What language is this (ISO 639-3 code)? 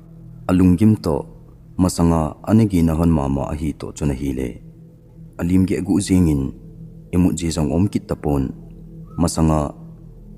tcz